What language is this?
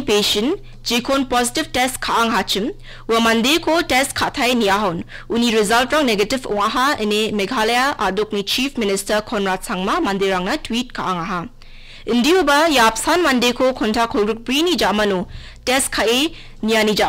Garo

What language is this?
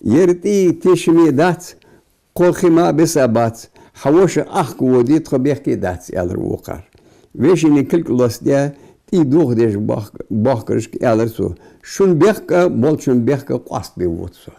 Ingush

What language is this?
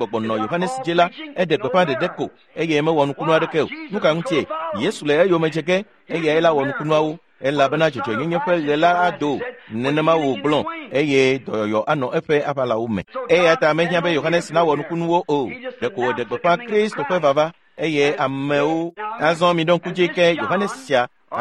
Ewe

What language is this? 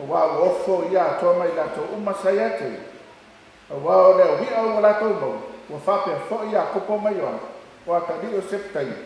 Samoan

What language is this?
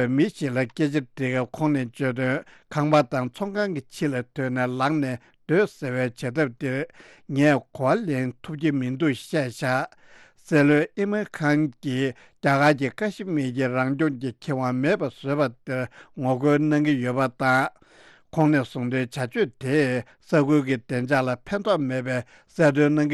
Tibetan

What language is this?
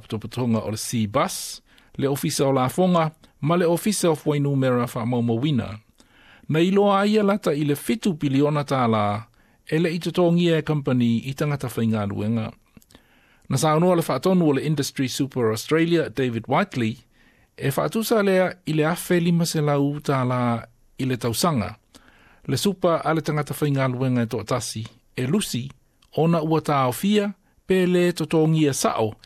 Samoan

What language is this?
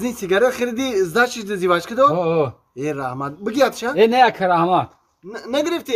Tajik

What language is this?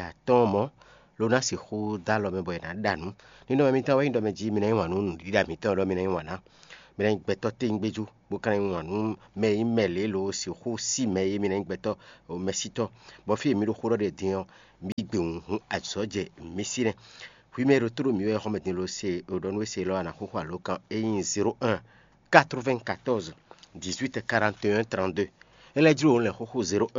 Fon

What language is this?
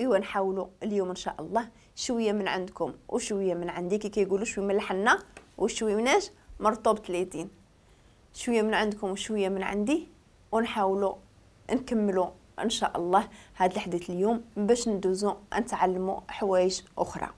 Moroccan Arabic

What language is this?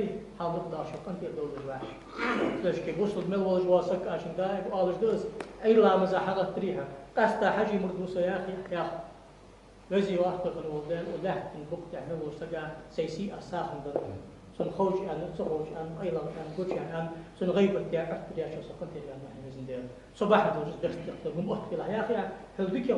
Ingush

